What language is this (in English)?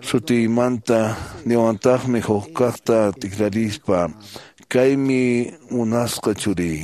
Quechua